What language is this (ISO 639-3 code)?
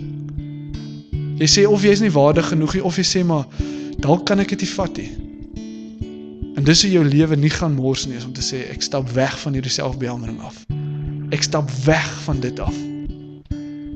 afr